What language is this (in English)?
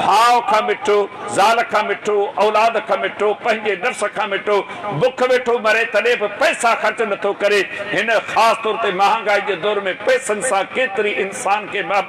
Sindhi